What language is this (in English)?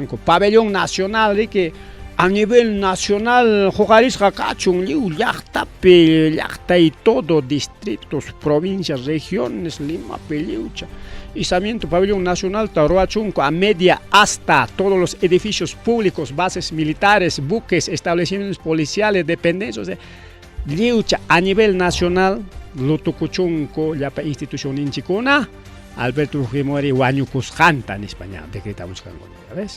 Ayacucho Quechua